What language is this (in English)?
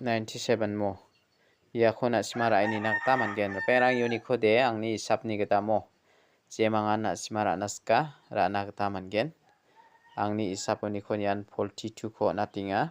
Garo